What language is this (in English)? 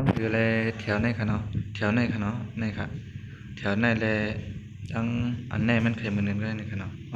Shan